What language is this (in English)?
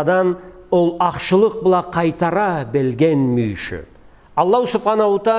Karachay-Balkar